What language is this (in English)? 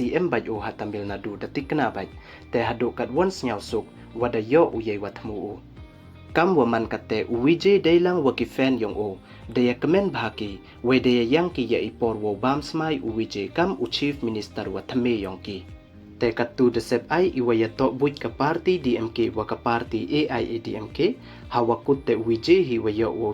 Pnar